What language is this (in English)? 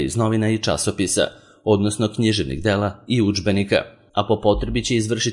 Serbian